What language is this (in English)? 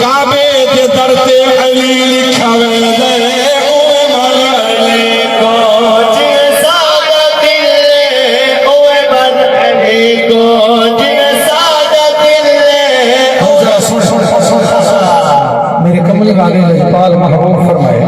Saraiki